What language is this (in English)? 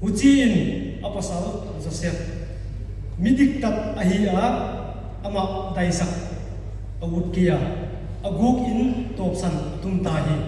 Paite Chin